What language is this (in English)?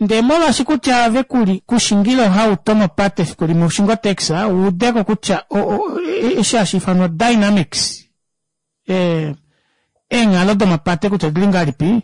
Kuanyama